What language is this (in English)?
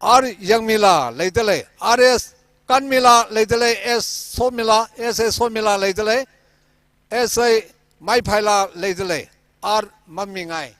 Tangkhul Naga (India)